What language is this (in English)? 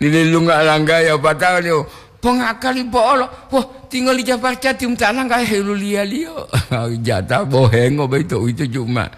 Gorontalo